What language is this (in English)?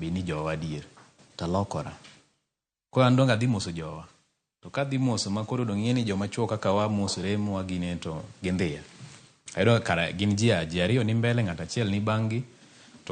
Luo (Kenya and Tanzania)